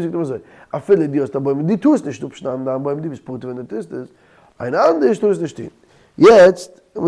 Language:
Yiddish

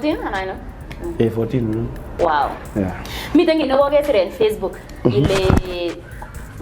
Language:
Kalenjin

